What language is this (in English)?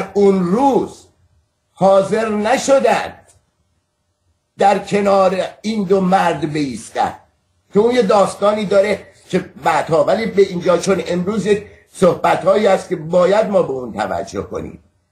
Persian